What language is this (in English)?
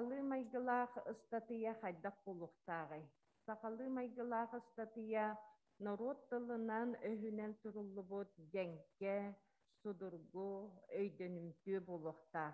Yakut